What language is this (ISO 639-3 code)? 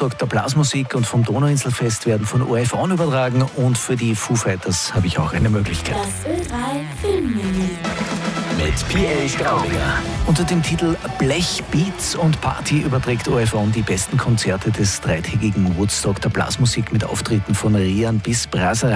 deu